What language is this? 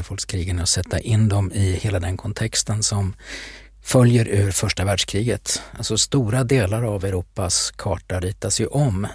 Swedish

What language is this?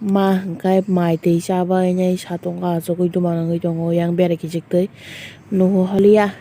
Kok Borok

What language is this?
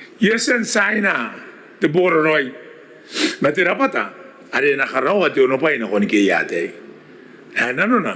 Gilbertese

